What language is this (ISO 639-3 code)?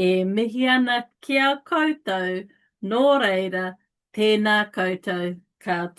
mri